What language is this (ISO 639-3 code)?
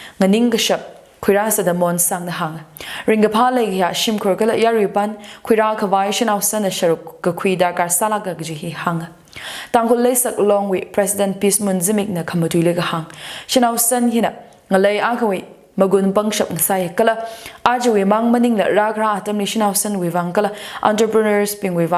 nmf